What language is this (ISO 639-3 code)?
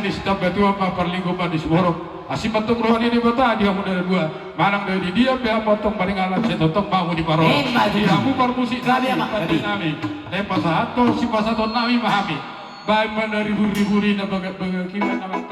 bbc